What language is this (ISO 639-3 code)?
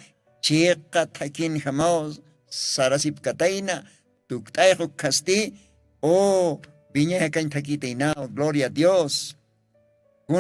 aym